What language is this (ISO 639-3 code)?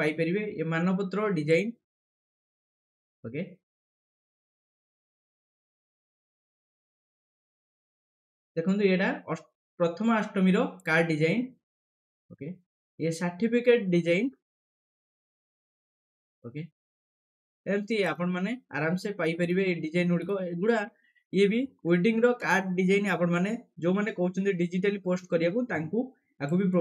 ori